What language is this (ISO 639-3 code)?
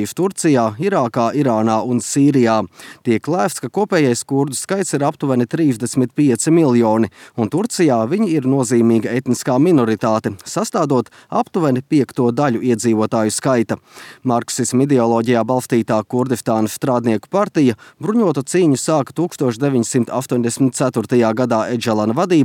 lav